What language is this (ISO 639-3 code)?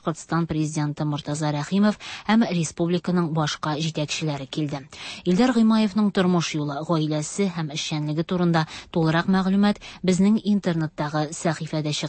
tat